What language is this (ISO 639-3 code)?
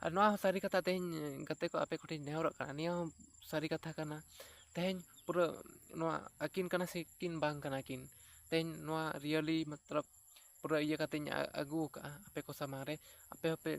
sat